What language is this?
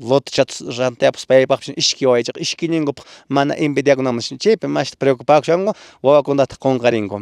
Quechua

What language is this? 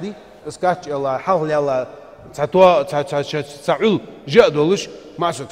Ingush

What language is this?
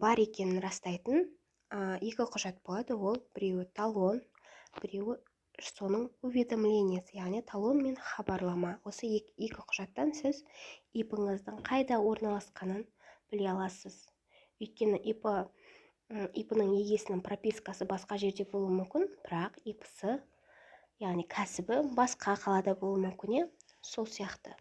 Kazakh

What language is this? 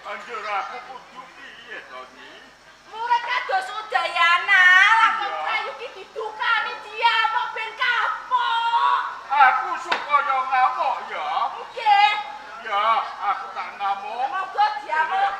Javanese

